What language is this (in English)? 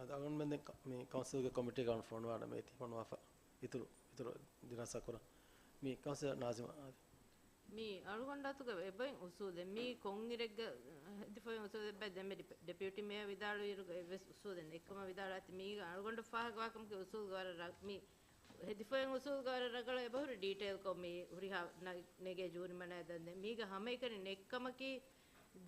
Divehi